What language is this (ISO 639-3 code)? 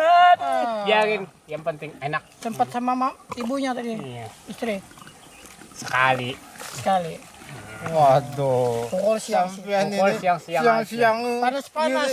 bjn